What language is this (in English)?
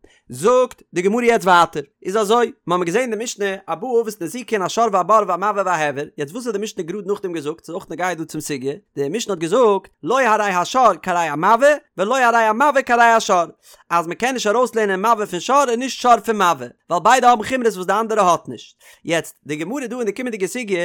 Yiddish